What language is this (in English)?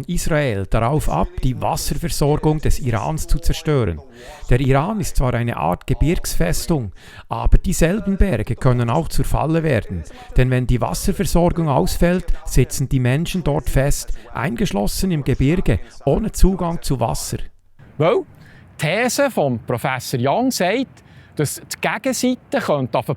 Swiss German